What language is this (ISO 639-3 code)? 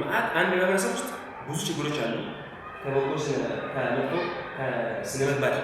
amh